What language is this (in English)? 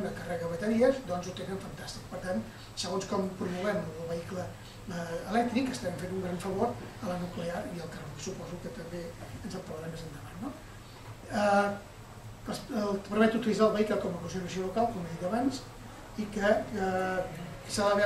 Catalan